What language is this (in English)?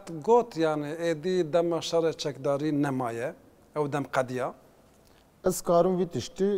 Kurdish